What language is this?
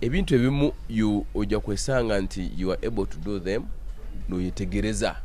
Nyoro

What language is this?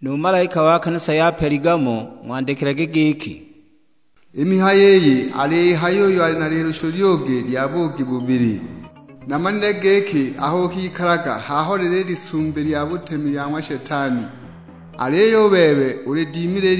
Sukuma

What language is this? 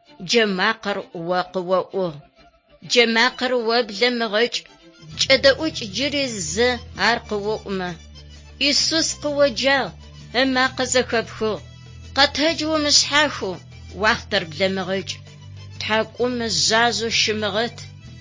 Adyghe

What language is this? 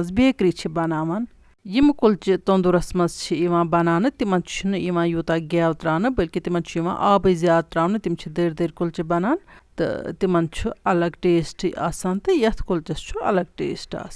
Kashmiri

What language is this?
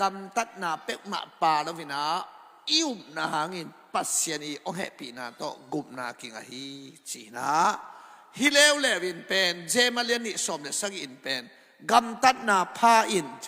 Tedim Chin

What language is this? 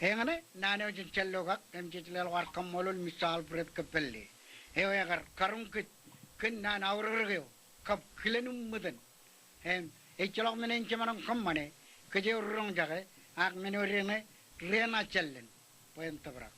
Marshallese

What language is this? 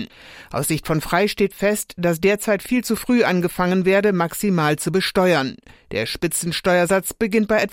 German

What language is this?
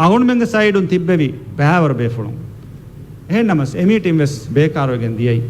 Divehi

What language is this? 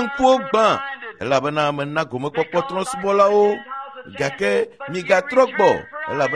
Ewe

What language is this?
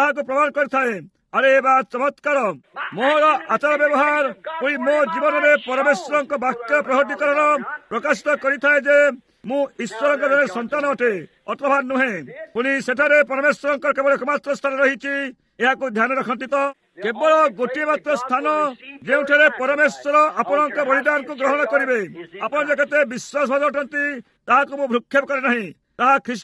Odia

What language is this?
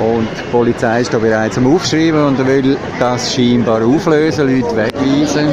Swiss German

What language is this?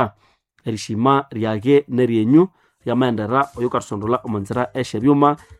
Nande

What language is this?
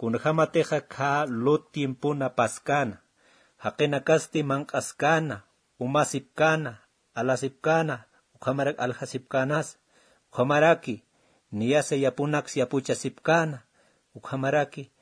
Aymara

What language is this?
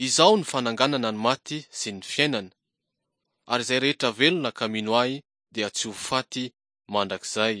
Malagasy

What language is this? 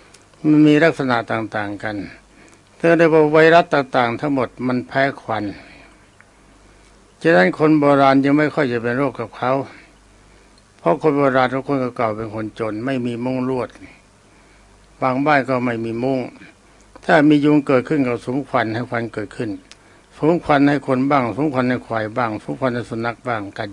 Thai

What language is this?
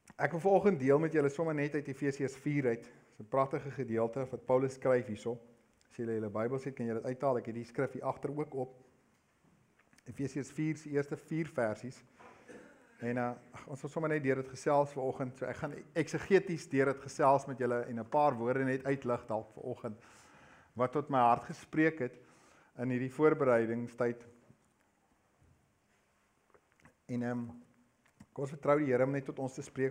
Afrikaans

